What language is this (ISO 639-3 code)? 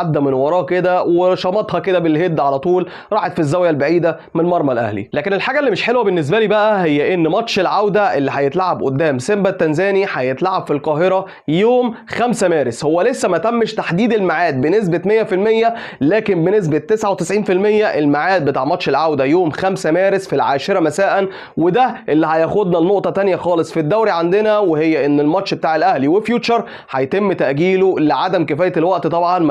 arz